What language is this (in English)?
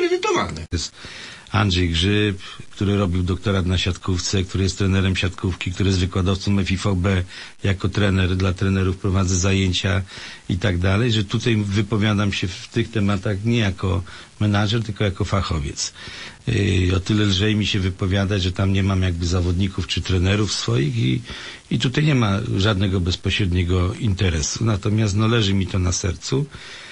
Polish